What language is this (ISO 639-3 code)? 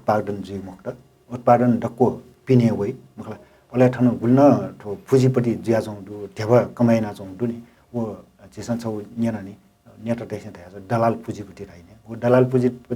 new